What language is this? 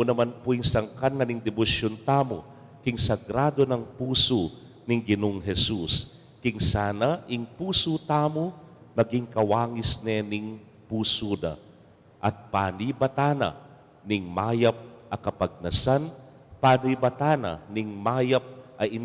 Pampanga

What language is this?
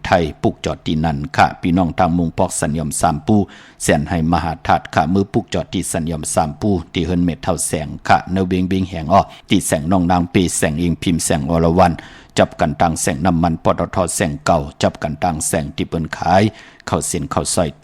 Shan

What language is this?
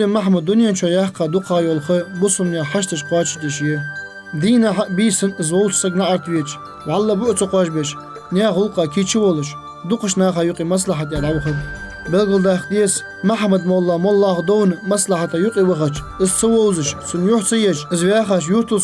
Ingush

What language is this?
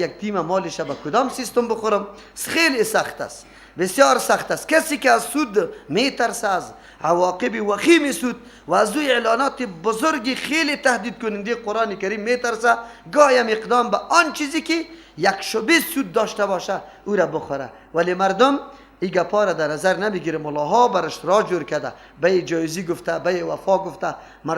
Persian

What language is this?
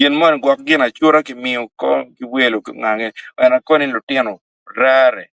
Acoli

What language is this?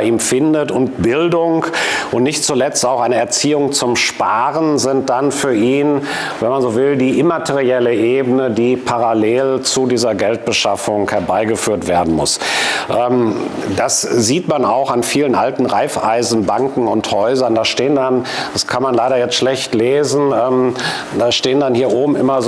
German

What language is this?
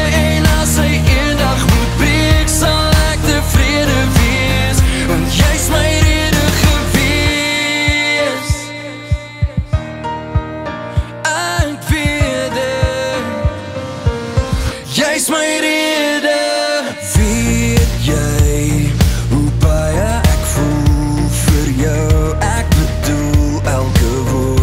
Afrikaans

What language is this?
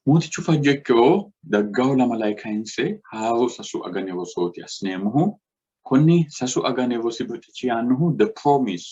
Sidamo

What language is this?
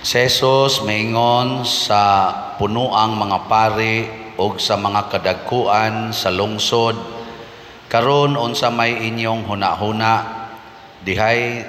Cebuano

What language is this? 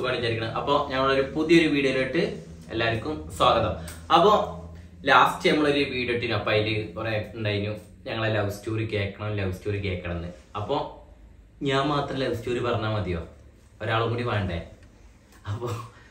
Malayalam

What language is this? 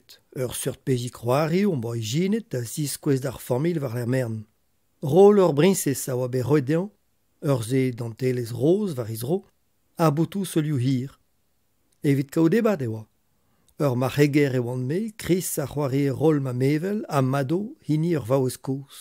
Breton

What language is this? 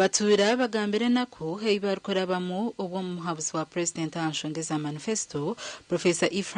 Nyankole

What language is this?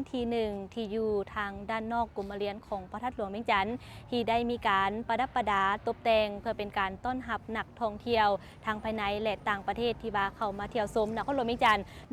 Lao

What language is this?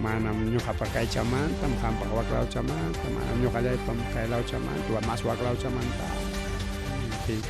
Ayacucho Quechua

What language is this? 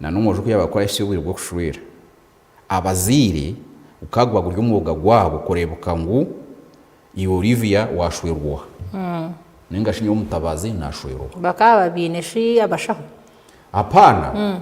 Nyankole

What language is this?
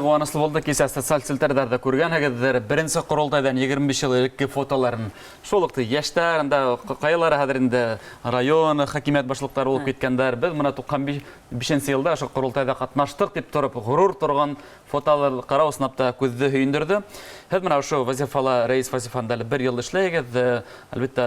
Bashkir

